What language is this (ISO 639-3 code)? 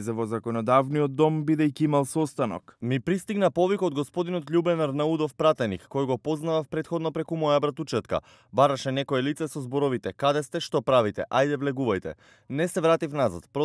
mkd